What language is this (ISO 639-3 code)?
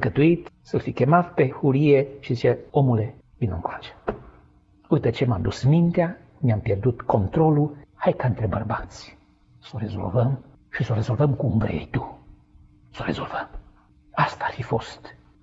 ron